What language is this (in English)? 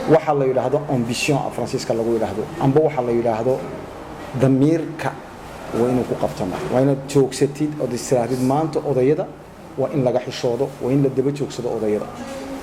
Somali